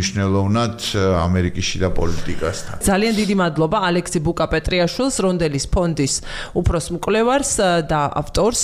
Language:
Georgian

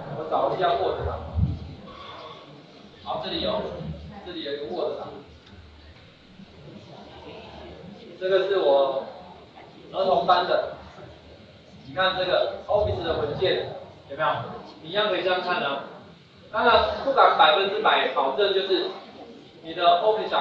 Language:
Chinese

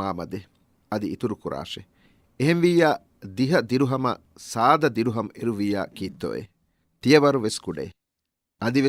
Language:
Divehi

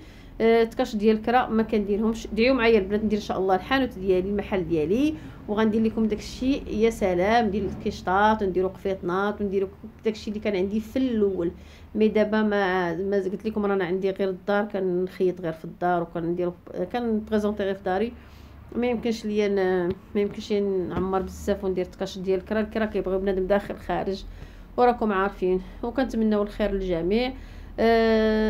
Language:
Moroccan Arabic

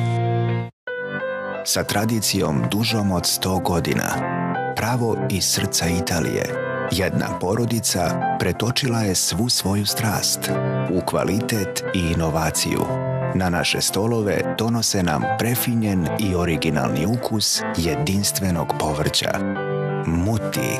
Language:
Serbian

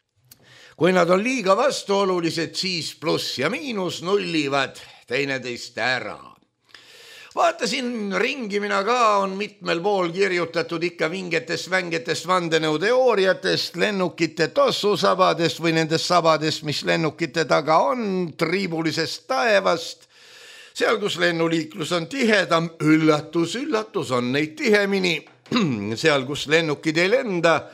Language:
Estonian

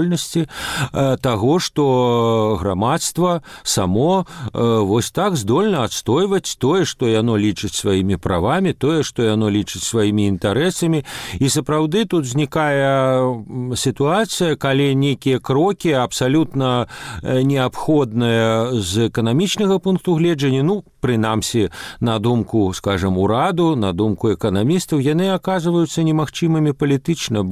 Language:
Belarusian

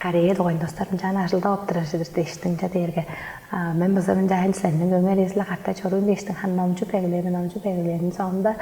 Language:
Tuvinian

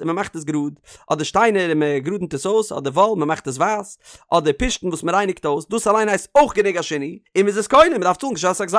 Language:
Yiddish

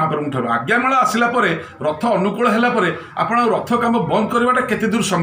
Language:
Odia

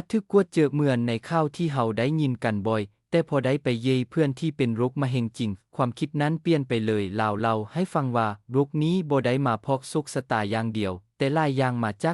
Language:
Lao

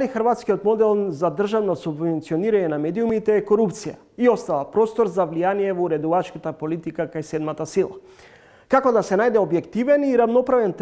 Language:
Macedonian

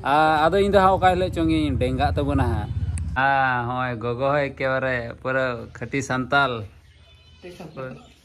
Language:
Santali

